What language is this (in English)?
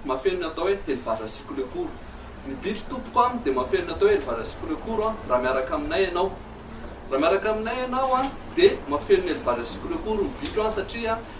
Malagasy